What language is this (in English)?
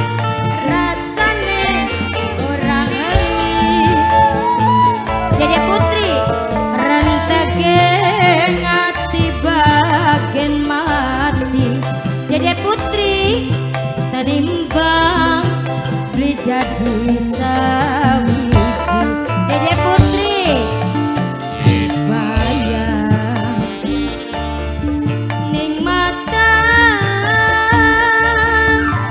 Javanese